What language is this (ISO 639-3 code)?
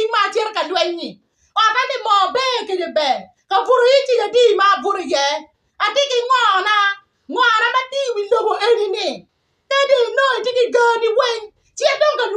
ach